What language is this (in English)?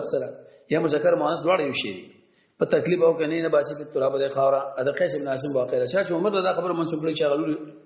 Pashto